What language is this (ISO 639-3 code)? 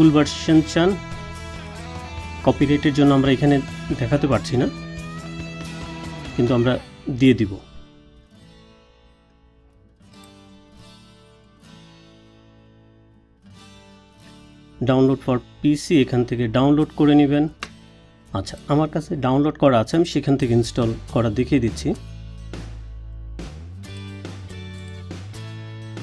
ben